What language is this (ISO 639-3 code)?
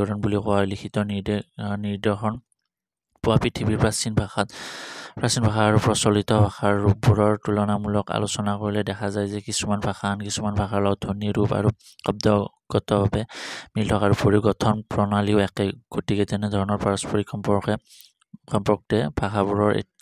asm